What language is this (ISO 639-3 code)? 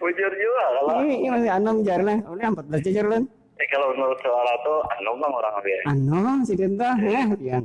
bjn